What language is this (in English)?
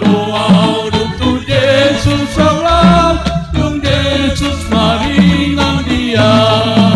Batak Toba